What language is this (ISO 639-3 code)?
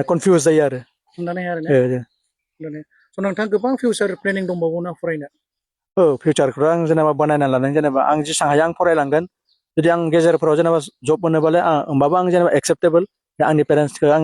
brx